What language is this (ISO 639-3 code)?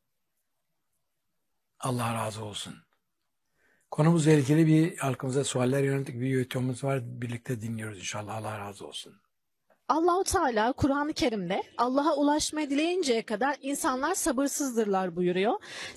tur